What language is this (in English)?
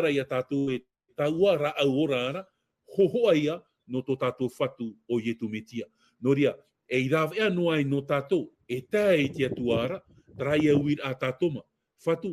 Tahitian